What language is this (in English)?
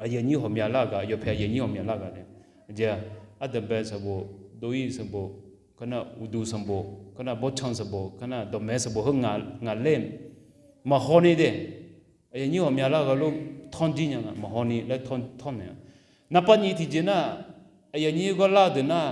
Akha